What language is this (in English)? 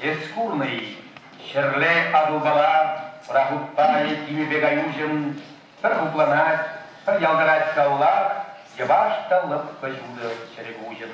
Chuvash